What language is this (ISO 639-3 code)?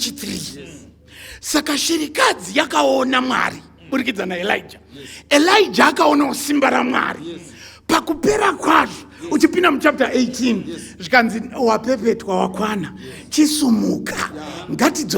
sna